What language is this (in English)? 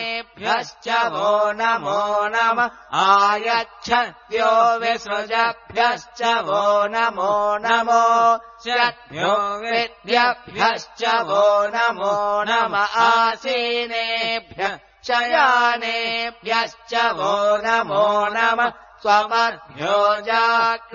Sanskrit